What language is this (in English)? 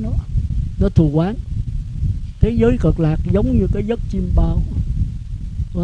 Vietnamese